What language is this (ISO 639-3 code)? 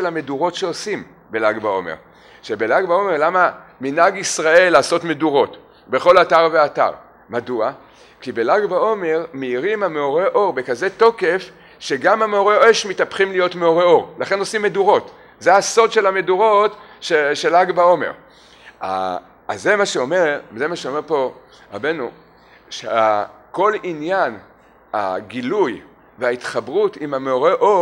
heb